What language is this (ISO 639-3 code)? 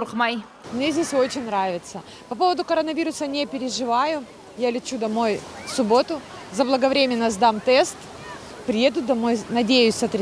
crh